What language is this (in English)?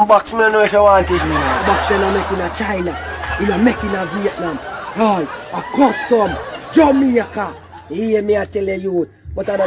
Jamaican Creole English